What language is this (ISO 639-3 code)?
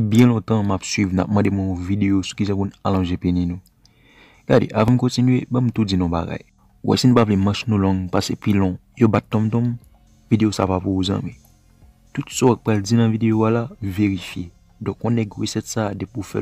hat